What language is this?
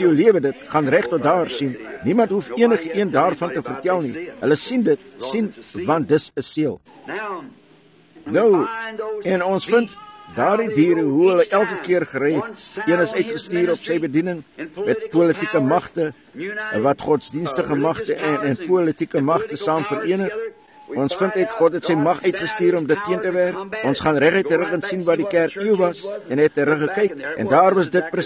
Afrikaans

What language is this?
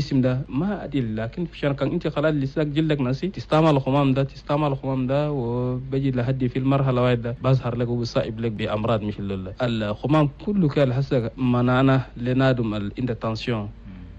Chadian Arabic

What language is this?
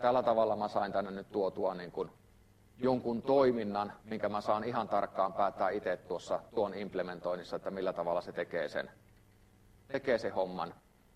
Finnish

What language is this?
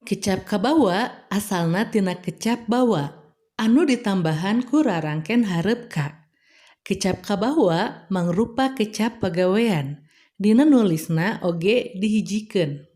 Sundanese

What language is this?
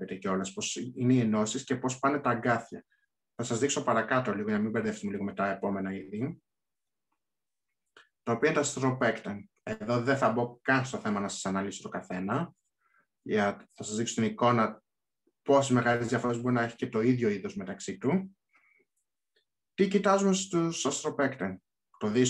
Greek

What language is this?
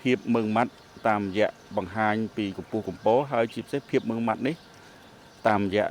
Khmer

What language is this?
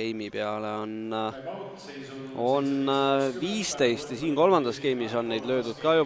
Estonian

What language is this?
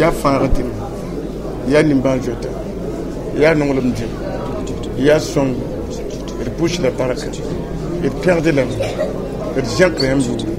Mossi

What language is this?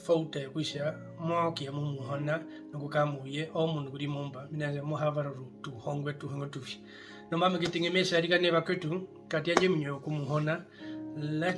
Herero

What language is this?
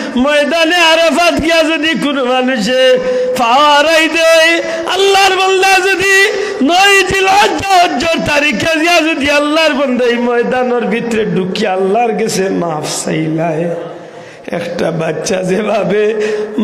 Sylheti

